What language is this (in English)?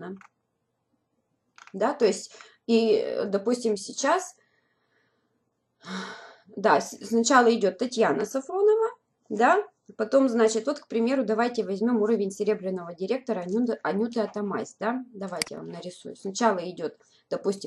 Russian